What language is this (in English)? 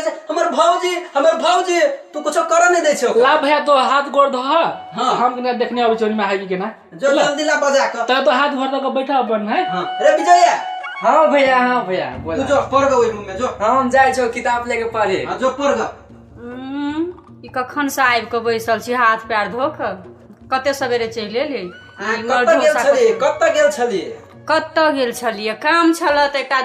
Maithili